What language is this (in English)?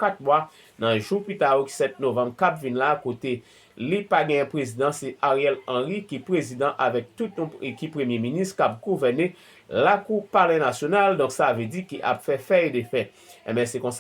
Haitian Creole